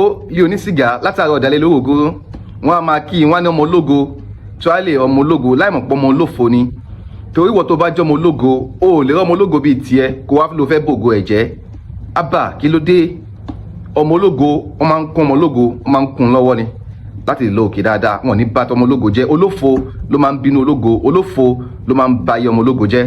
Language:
Yoruba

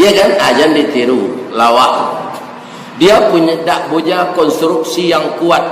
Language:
Minangkabau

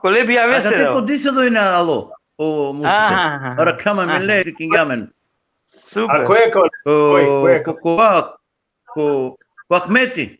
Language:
Balkan Romani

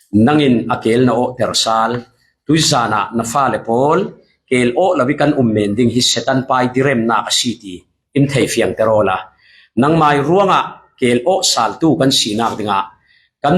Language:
Falam Chin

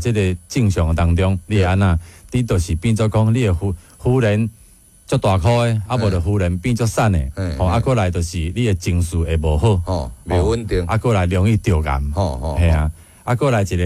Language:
Min Nan Chinese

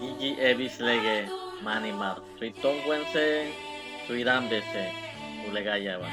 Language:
San Blas Kuna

